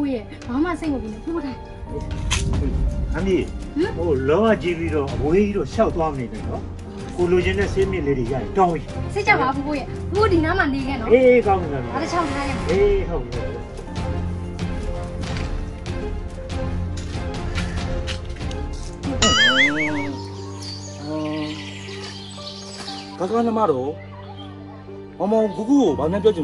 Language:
Burmese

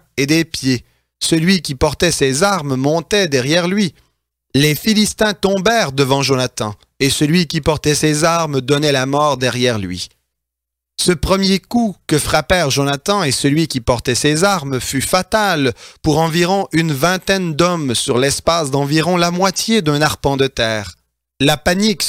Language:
French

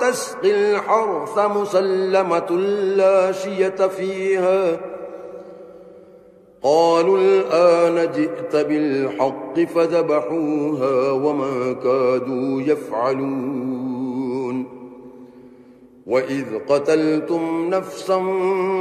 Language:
Arabic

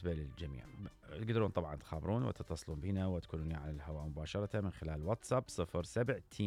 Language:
Mesopotamian Arabic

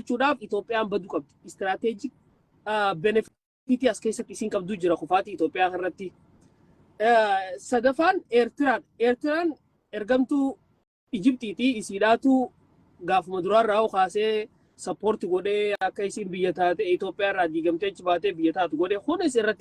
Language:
Oromo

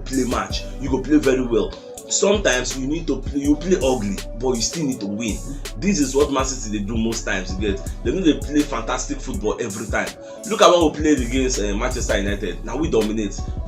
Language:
Nigerian Pidgin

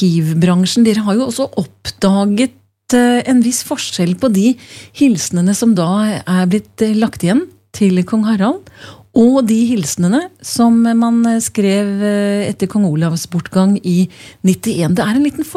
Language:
Norwegian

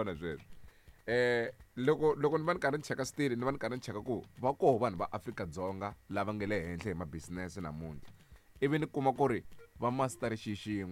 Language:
Tsonga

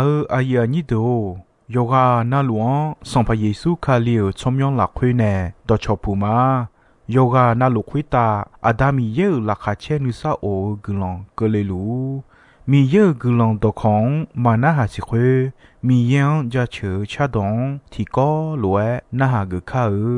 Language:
Akha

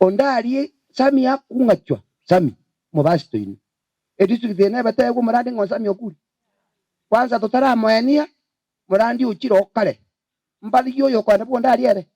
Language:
Gusii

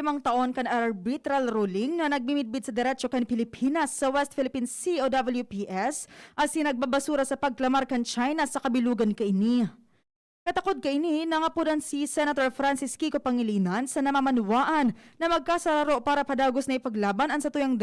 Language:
Bikol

